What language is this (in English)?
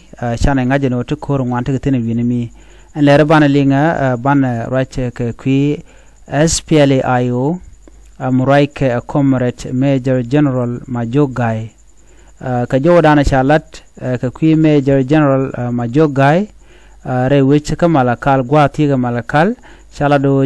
Nuer